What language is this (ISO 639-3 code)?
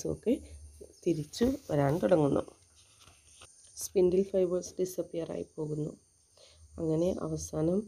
mal